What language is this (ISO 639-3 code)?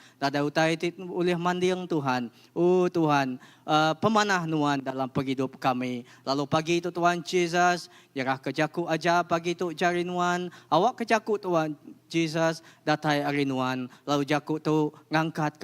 iba